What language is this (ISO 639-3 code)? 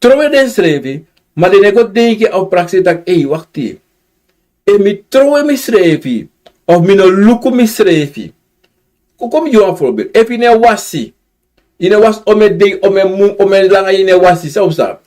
srn